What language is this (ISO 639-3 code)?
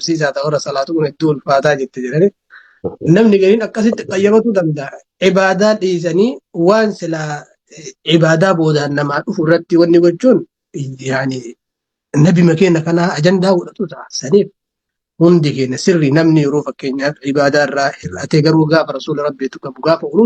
orm